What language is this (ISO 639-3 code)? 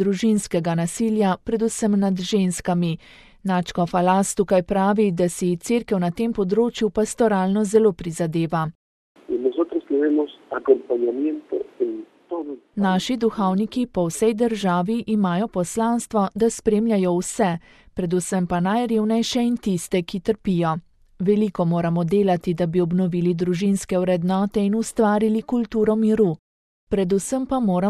slv